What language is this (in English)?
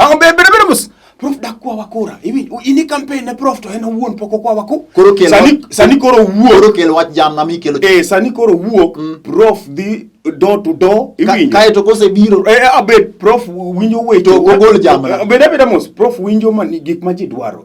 Luo (Kenya and Tanzania)